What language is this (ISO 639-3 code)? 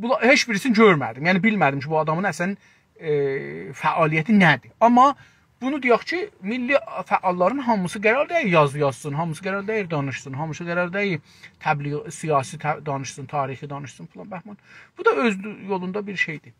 azb